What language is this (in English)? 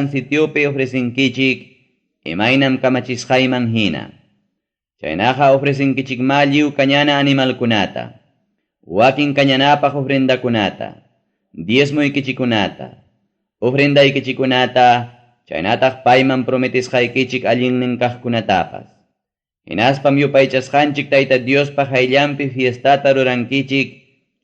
Ayacucho Quechua